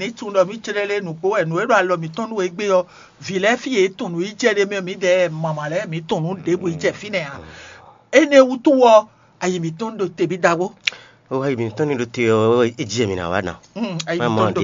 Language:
Fon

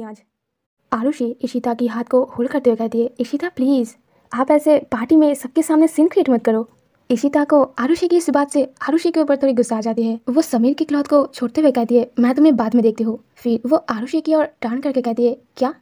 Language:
Hindi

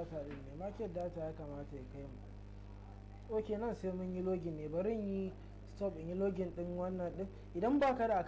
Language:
Hausa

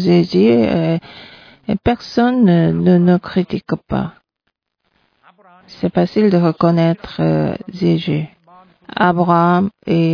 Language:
French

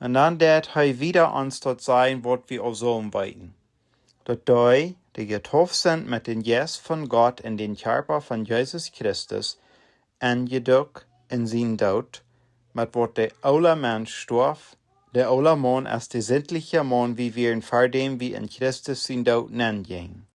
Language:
Plautdietsch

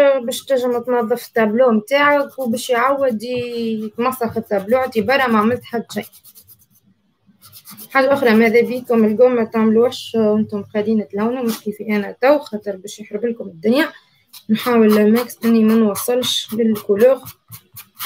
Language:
Tunisian Arabic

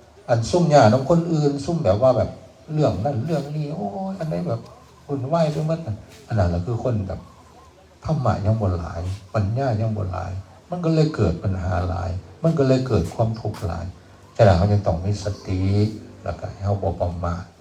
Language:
Northeastern Thai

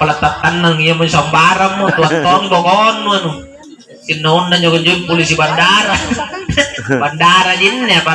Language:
Makasar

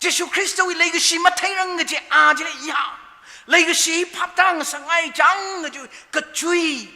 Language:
Tangkhul Naga (India)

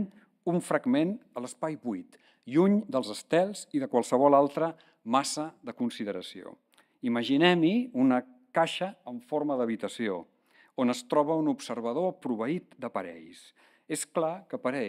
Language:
Catalan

